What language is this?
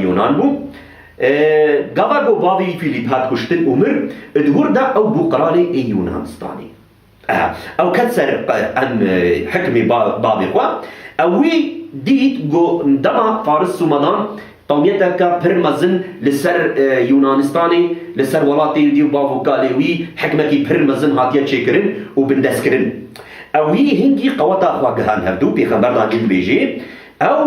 Kurdish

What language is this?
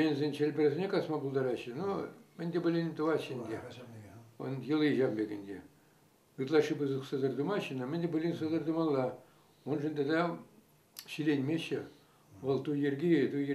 Chuvash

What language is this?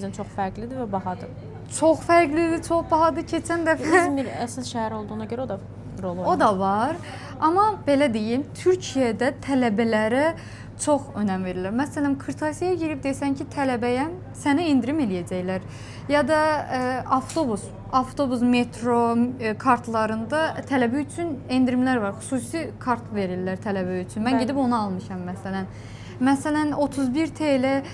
Azerbaijani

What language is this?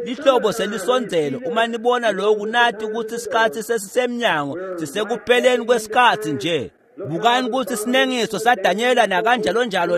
Swati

